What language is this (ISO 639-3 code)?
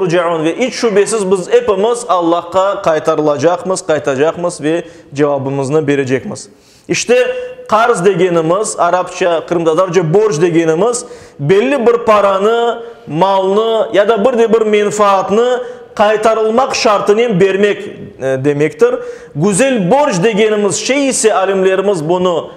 crh